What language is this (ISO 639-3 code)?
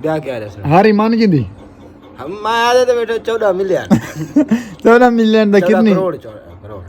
skr